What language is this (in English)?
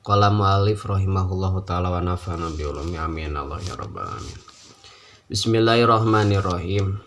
Sundanese